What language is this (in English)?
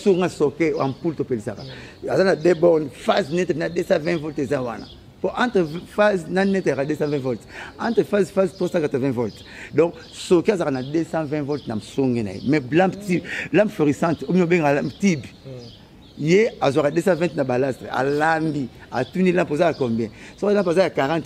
Lingala